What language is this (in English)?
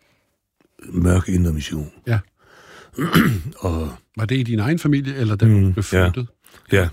Danish